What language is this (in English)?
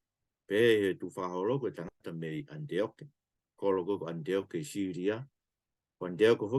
Tongan